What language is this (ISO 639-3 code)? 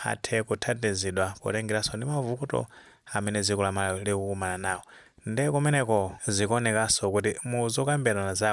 nya